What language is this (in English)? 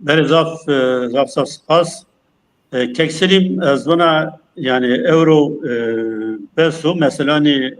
Zaza